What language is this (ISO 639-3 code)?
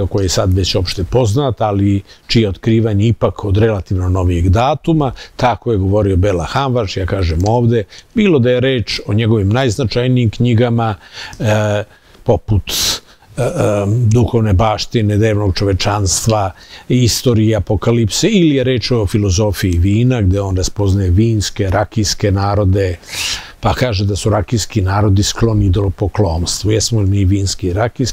srp